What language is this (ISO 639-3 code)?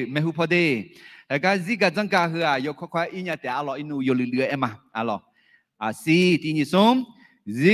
ahk